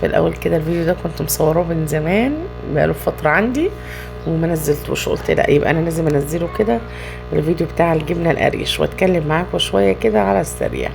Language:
Egyptian Arabic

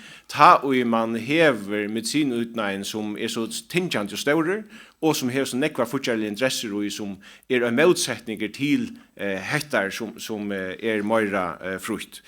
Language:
Faroese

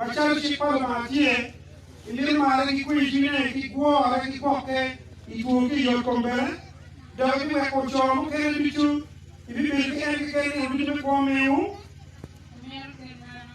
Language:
Acoli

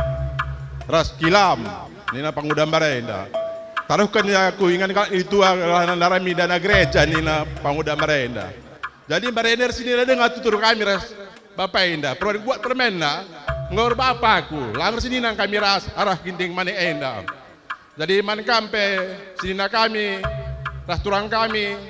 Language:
Batak Karo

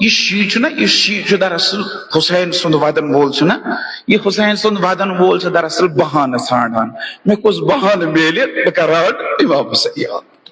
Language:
Kashmiri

